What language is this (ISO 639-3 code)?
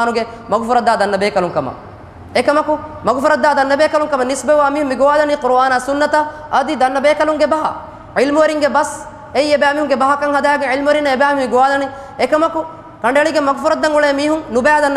div